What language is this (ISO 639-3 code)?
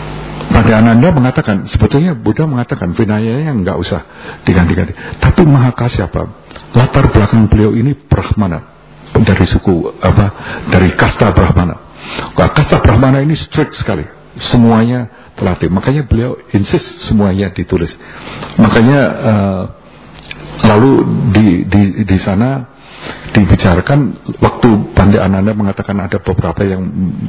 ind